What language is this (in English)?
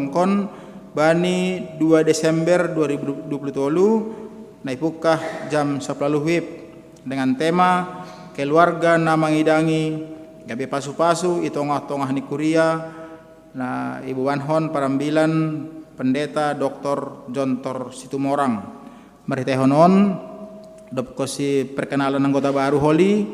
Batak Simalungun